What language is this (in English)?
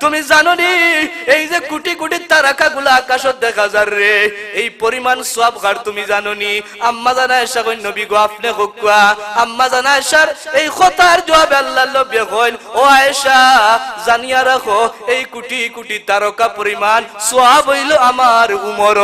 Sylheti